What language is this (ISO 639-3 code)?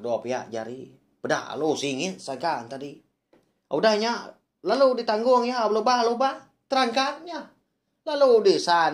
iba